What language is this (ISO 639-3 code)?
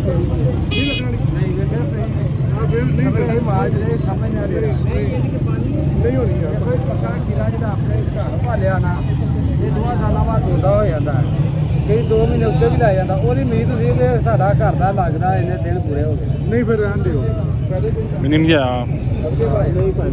pan